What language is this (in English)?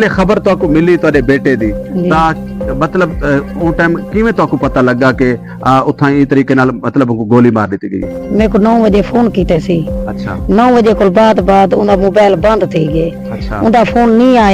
Saraiki